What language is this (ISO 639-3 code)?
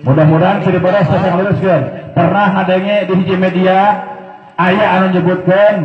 sun